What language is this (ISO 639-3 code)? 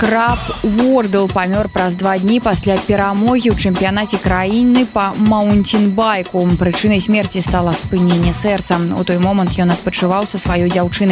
bel